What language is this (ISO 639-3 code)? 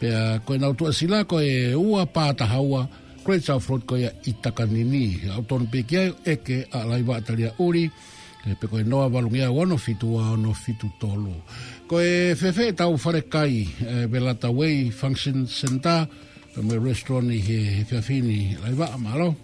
ton